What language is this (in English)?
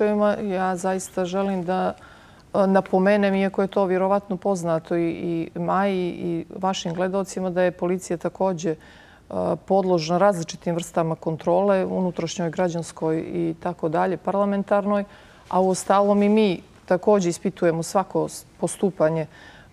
Bosnian